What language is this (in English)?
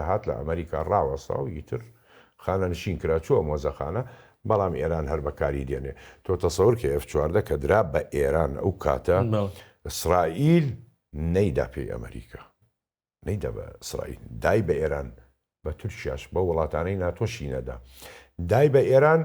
Central Kurdish